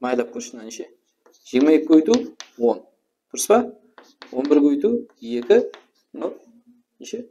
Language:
Kara-Kalpak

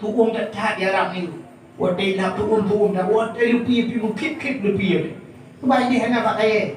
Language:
Achinese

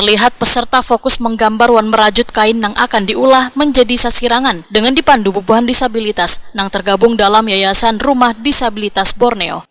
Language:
Banjar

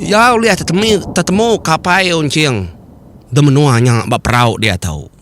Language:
Iban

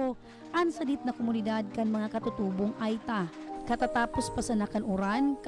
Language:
Bikol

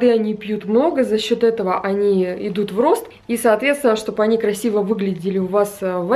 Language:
Russian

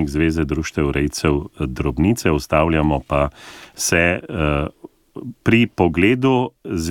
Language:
Slovenian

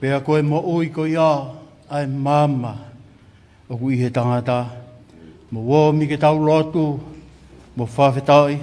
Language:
Tongan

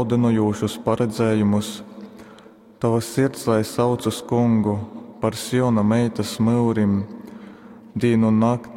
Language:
Latgalian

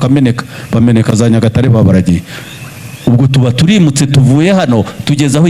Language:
Kinyarwanda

